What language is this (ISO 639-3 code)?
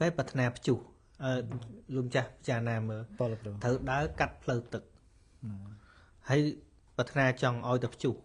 khm